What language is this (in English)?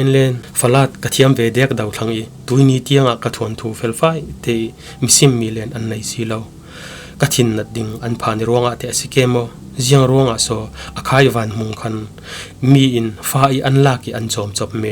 Falam Chin